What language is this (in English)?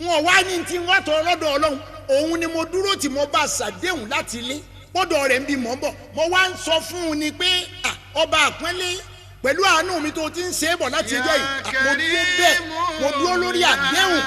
Yoruba